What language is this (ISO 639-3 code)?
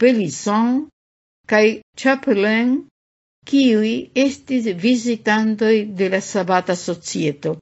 epo